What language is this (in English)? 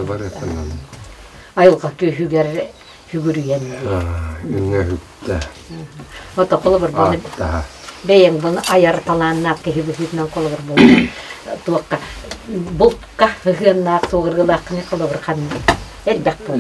Yakut